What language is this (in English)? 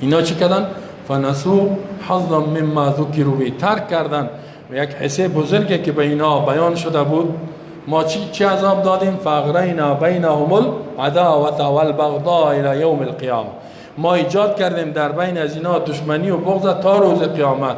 Persian